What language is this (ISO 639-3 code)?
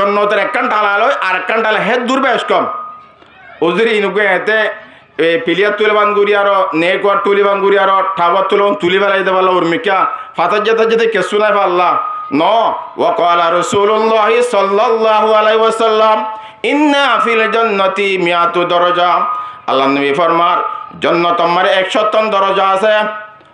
rhg